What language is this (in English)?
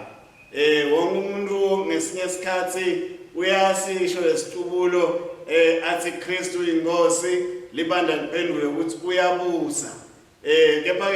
Swati